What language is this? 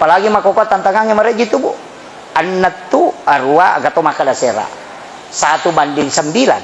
Buginese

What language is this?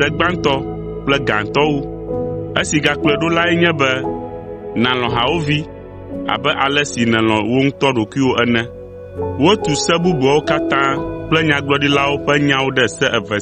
Ewe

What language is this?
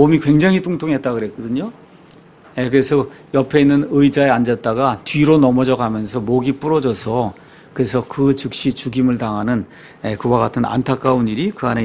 Korean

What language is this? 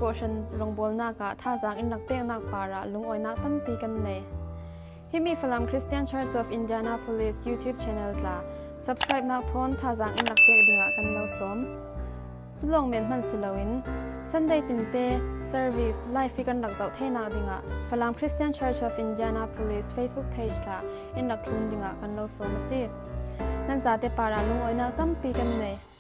Falam Chin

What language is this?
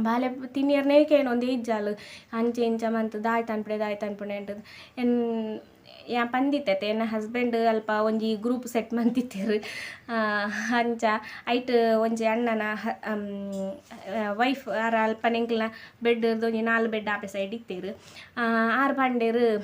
Tulu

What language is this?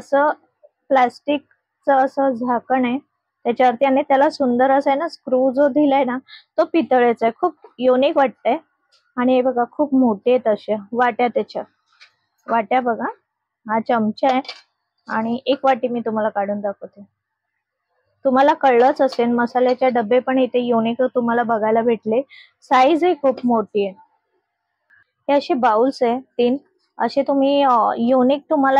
Marathi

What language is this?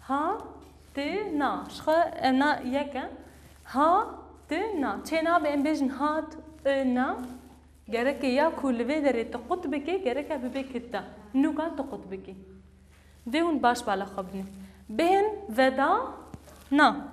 Kurdish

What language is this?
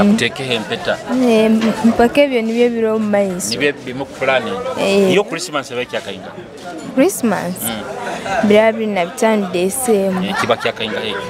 Nyoro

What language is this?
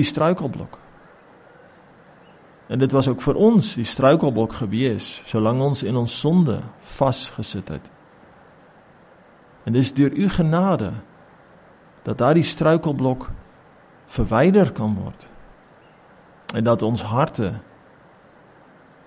Afrikaans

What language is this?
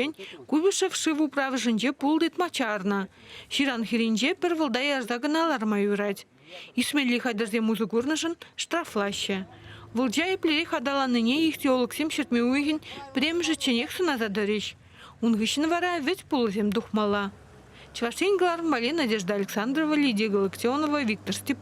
Chuvash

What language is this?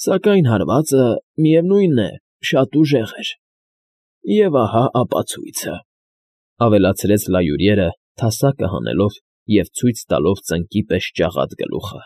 Armenian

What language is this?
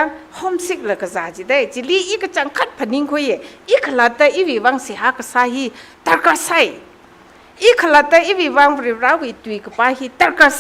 Tangkhul Naga (India)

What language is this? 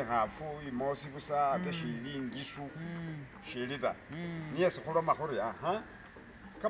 Masaaba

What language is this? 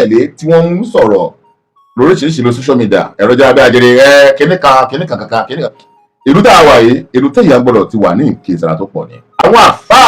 Yoruba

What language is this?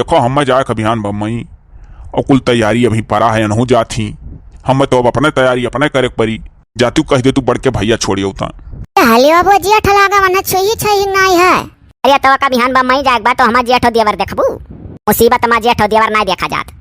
Awadhi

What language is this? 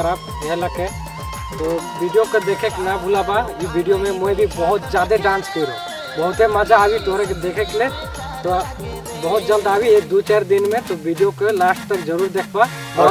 Sadri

